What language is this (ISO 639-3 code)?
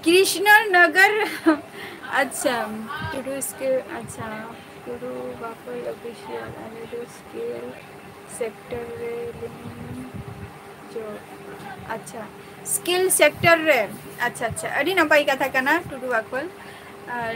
sat